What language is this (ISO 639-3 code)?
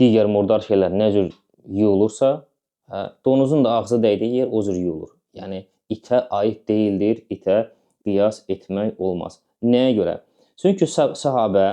aze